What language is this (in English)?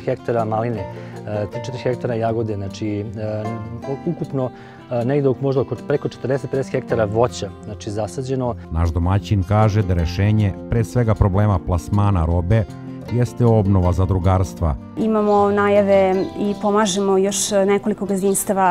Serbian